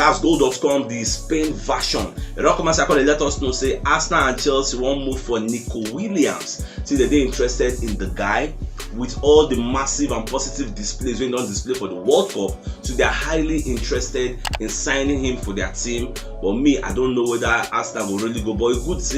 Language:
Nigerian Pidgin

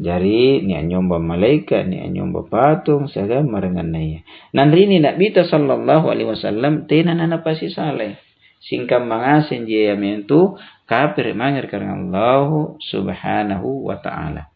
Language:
Makasar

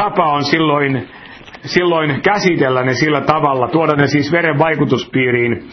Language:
Finnish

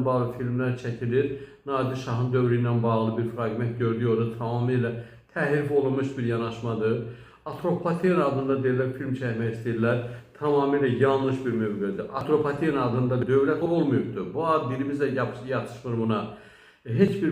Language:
Azerbaijani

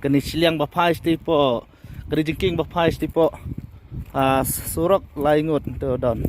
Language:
Khasi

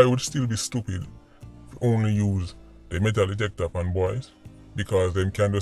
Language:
Jamaican Creole English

